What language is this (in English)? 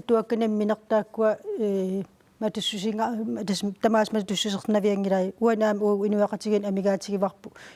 Kalaallisut